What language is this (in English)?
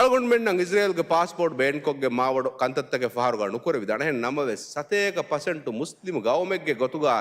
Divehi